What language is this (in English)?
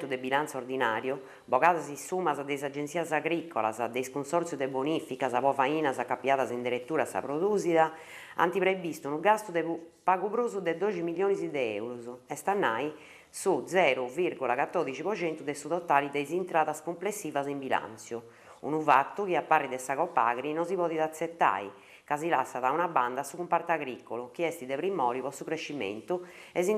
Sardinian